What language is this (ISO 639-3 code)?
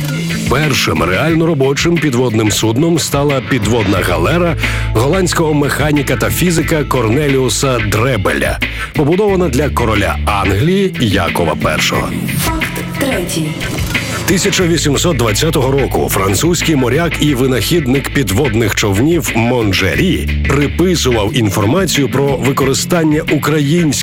ukr